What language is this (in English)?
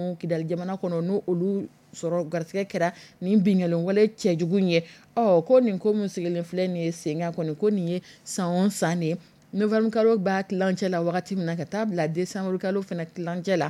Dyula